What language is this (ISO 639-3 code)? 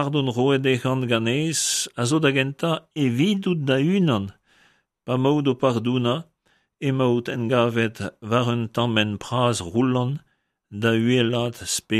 bre